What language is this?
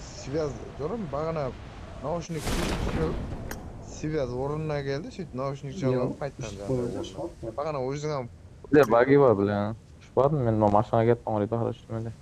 Kara-Kalpak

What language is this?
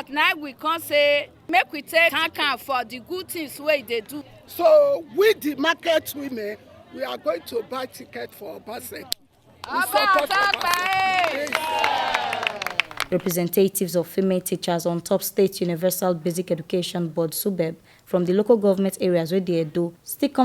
Nigerian Pidgin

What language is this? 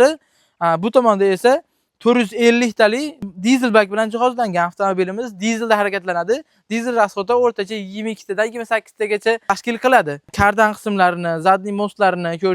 Uzbek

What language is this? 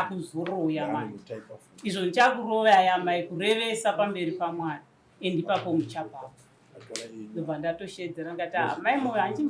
Shona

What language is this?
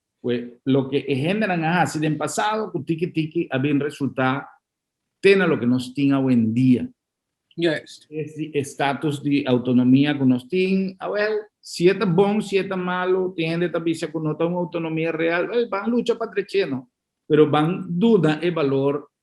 Papiamento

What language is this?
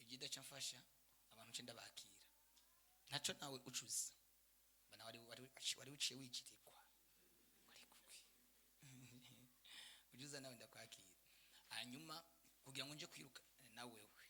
Rundi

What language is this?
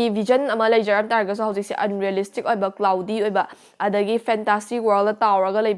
Manipuri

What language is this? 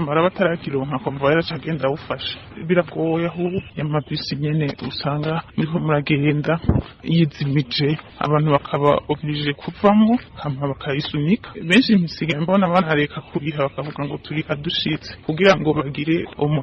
Rundi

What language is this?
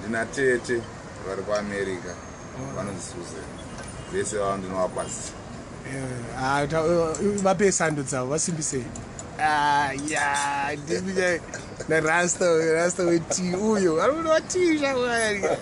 Shona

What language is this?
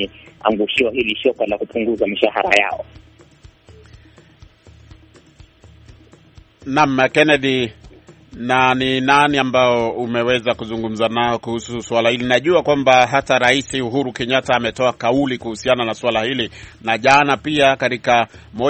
Swahili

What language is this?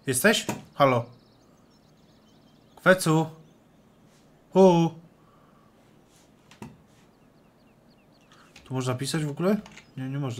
Polish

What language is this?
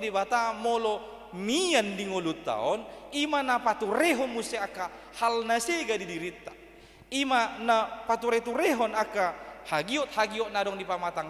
Batak Toba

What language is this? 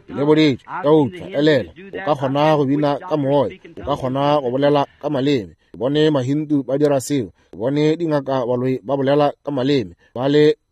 Northern Sotho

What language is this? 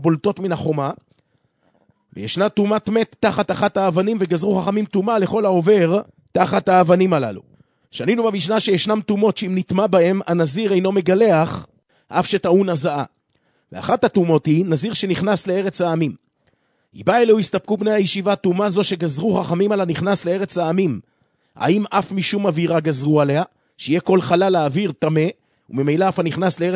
Hebrew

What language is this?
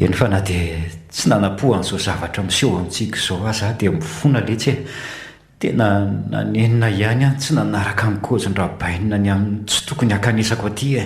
Malagasy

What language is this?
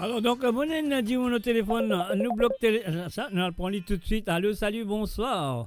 Morisyen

